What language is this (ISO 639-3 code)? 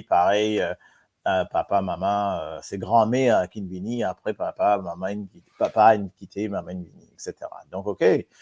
mfe